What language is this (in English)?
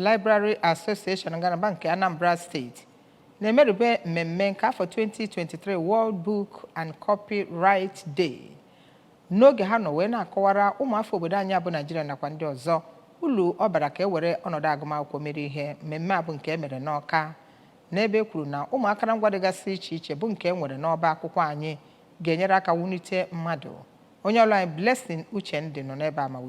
Igbo